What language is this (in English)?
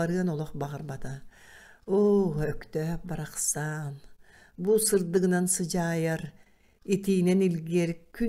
Yakut